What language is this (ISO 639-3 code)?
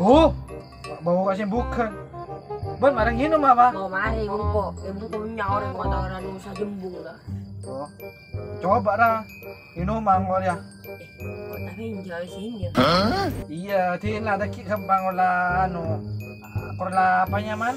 mad